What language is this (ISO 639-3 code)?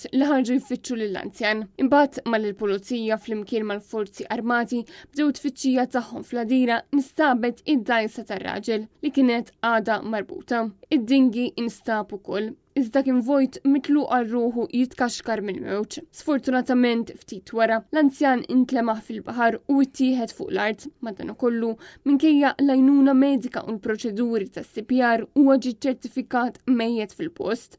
mlt